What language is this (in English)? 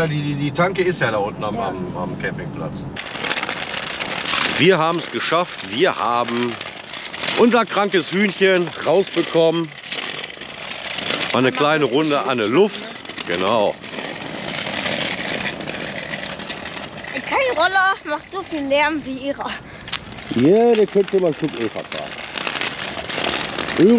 German